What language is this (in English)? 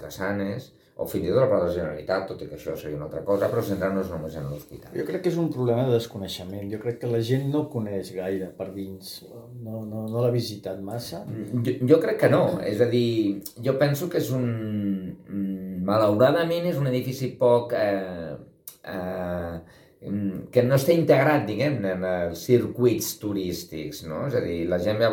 Catalan